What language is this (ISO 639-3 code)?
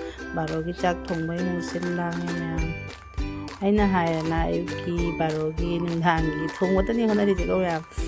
mni